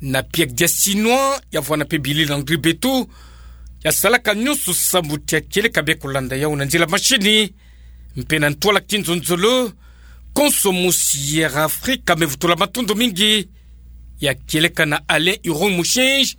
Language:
Kituba (Democratic Republic of Congo)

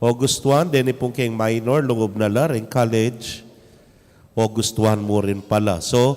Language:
Pampanga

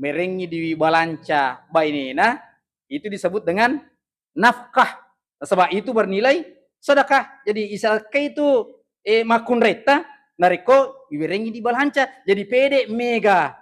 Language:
Buginese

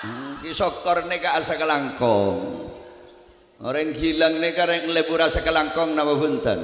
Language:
Madurese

